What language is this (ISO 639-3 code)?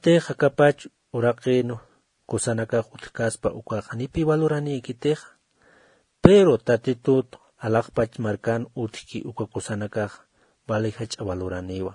aym